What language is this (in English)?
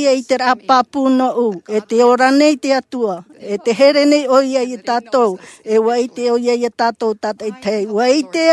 Tahitian